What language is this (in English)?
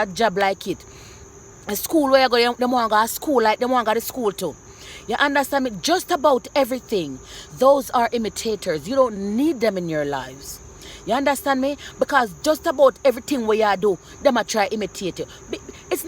Jamaican Creole English